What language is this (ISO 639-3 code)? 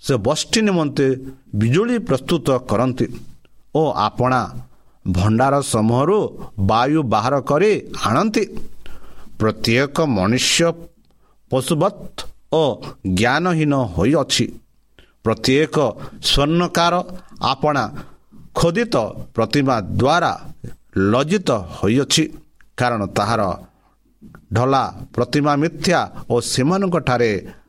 ori